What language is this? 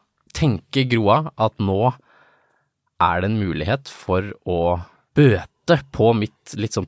Norwegian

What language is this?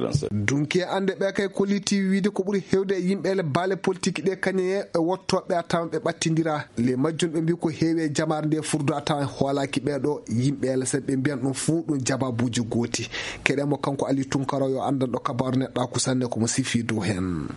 Maasina Fulfulde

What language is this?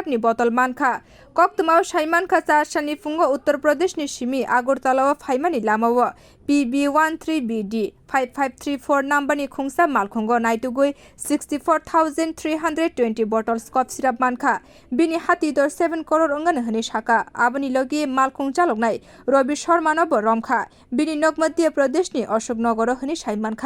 Kok Borok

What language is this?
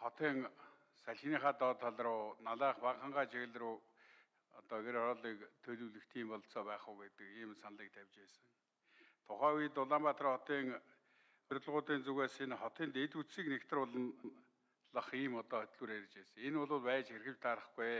Mongolian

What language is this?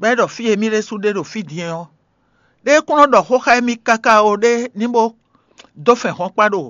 Fon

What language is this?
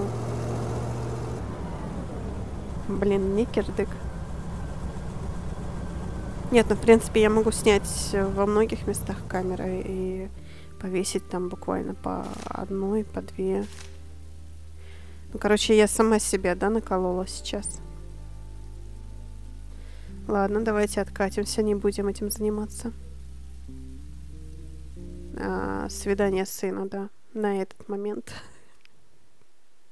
Russian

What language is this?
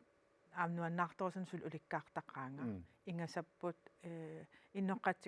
Kalaallisut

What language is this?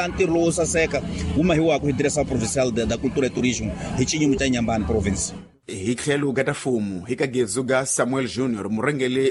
Tsonga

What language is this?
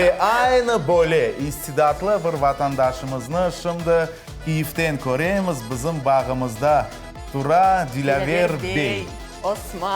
Crimean Tatar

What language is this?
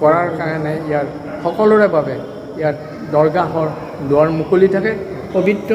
Assamese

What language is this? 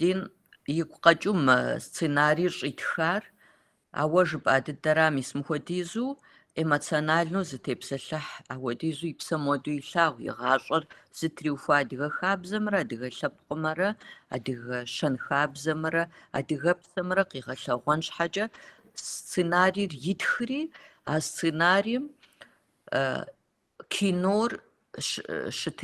Kabardian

